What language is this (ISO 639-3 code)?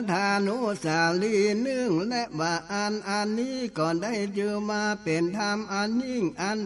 nod